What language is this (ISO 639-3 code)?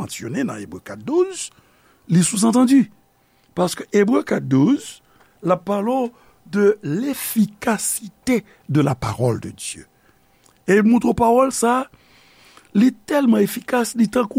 hat